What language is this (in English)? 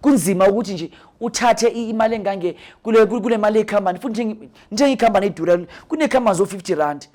Zulu